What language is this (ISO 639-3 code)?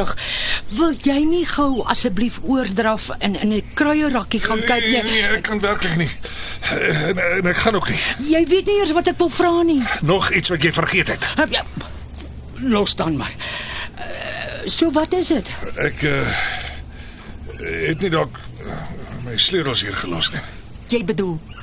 afr